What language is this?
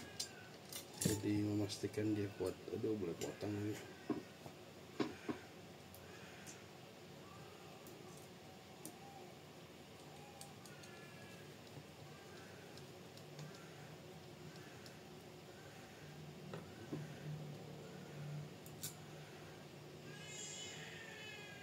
Indonesian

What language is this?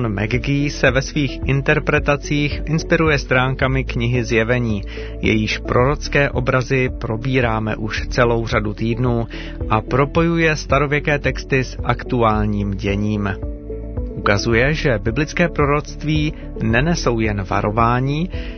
Czech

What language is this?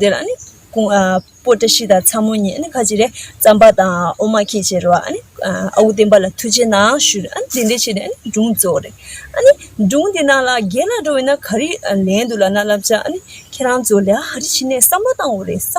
Tibetan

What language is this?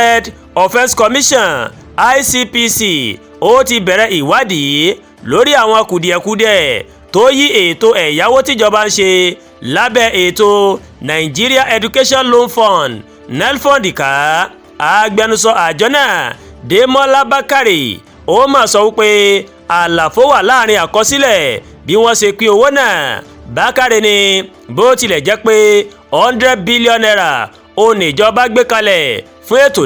Yoruba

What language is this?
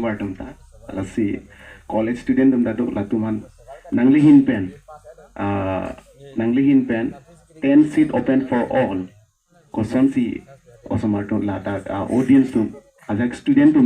Karbi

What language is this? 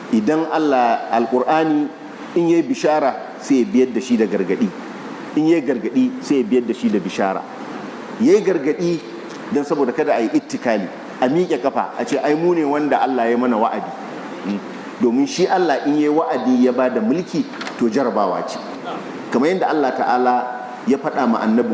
Hausa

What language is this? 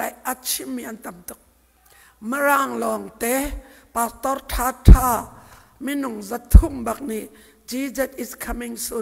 Hakha Chin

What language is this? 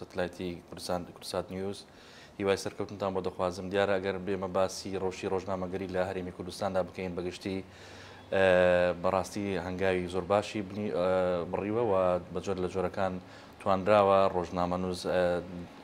Central Kurdish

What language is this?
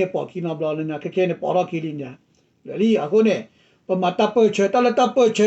S'gaw Karen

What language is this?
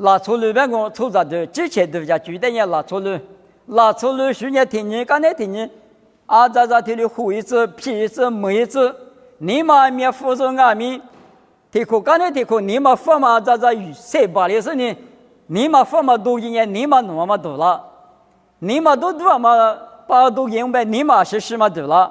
Lisu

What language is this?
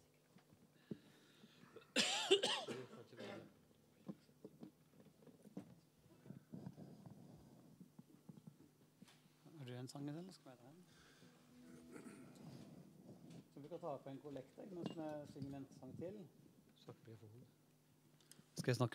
Norwegian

